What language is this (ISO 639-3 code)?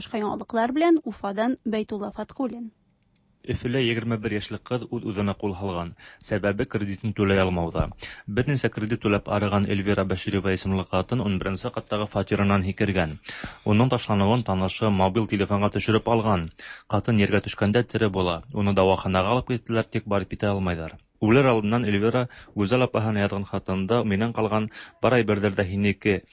tat